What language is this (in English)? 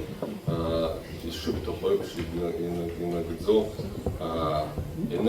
Abkhazian